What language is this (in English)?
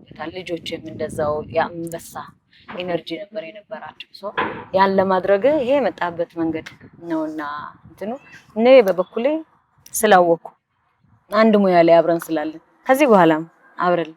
Amharic